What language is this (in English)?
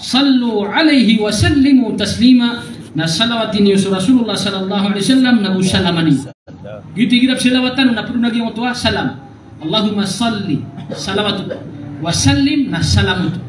Maranao